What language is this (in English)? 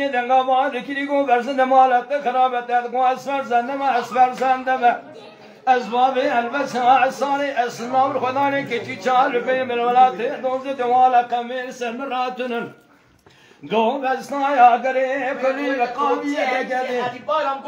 Kurdish